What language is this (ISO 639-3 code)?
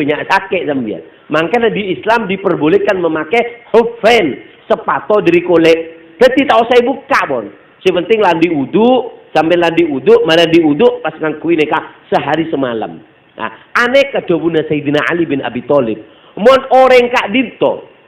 mad